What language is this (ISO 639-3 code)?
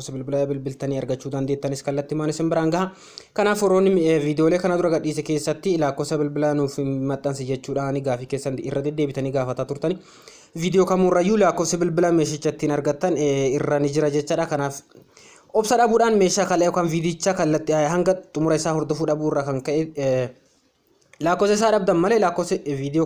orm